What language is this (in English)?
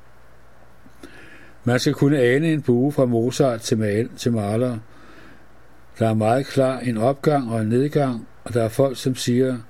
Danish